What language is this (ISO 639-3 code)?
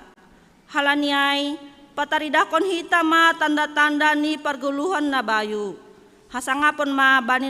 bts